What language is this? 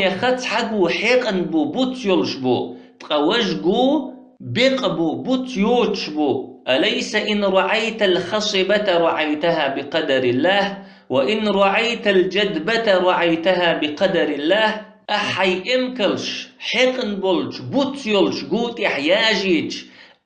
Chechen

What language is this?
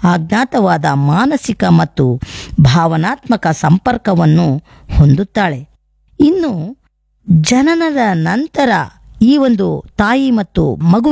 Kannada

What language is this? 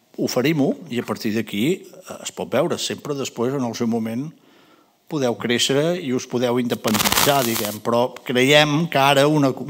Catalan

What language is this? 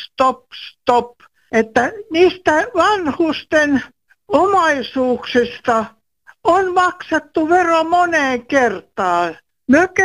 Finnish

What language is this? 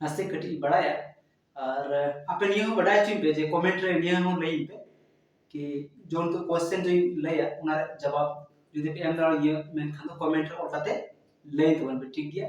Santali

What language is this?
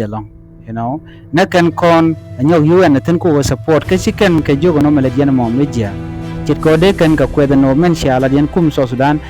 Nuer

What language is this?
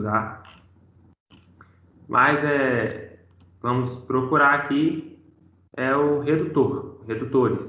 Portuguese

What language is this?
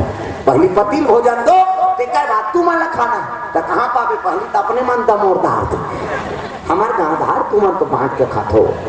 Chhattisgarhi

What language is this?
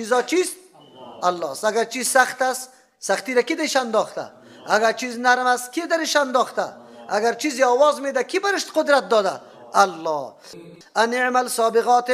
Persian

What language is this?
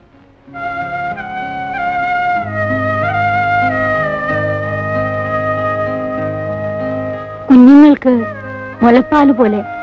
Malayalam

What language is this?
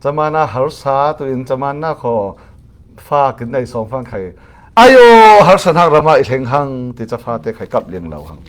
Falam Chin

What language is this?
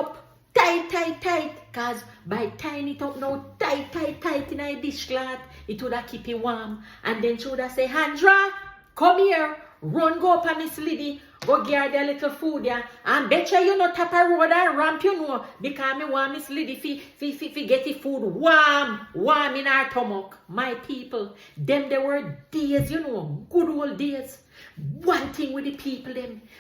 Jamaican Creole English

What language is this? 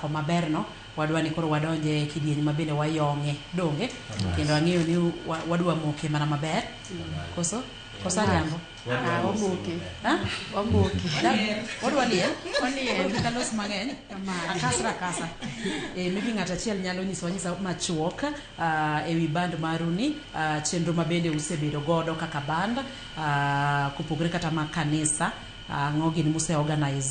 Luo (Kenya and Tanzania)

